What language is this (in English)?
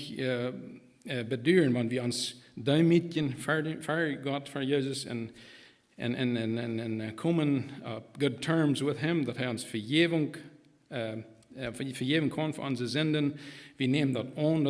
Plautdietsch